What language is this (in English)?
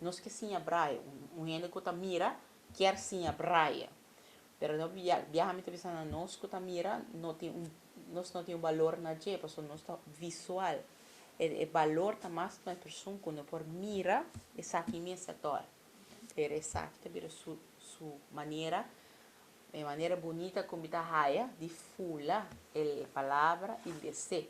Papiamento